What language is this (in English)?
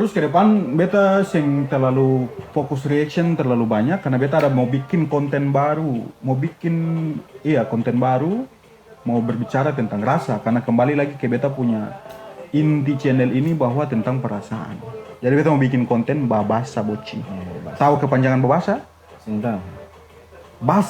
Ambonese Malay